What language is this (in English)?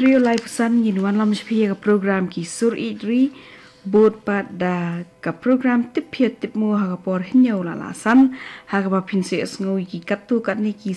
Khasi